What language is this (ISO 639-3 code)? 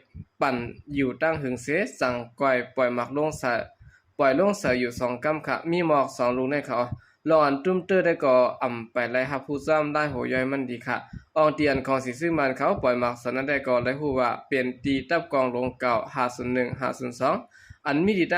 shn